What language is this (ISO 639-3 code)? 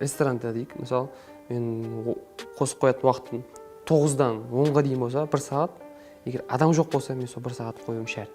kaa